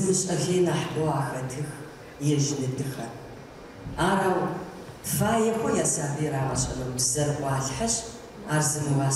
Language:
Adyghe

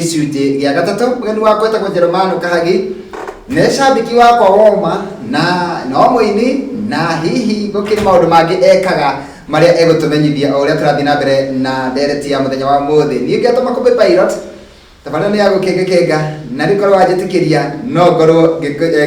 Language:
Kikuyu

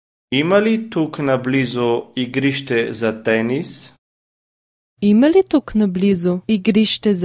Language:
Bulgarian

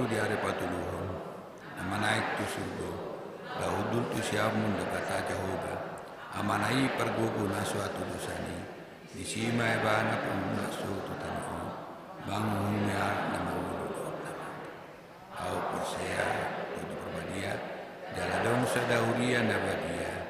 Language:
Batak Toba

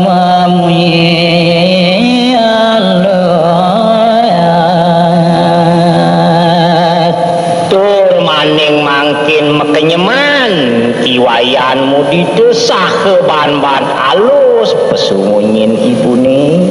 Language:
Balinese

